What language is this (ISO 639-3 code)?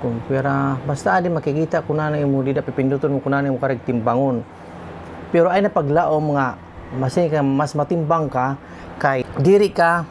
war